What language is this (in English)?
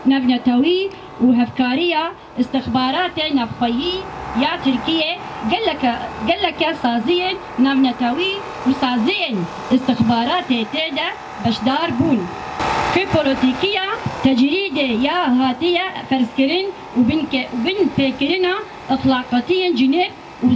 Kurdish